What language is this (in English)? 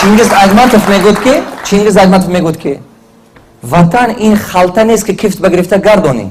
Tajik